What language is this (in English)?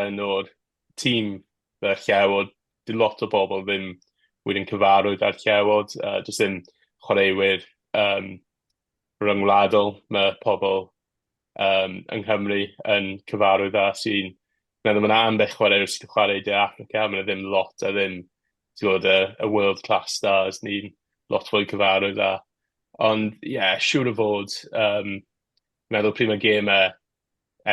Welsh